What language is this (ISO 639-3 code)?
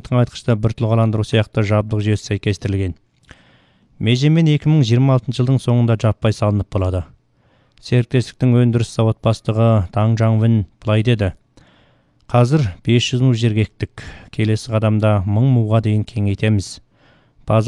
kaz